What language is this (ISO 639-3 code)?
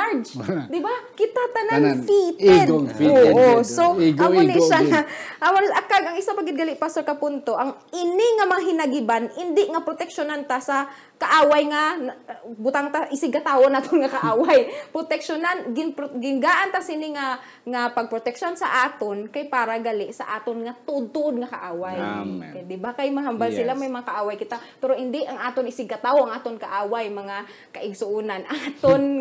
hil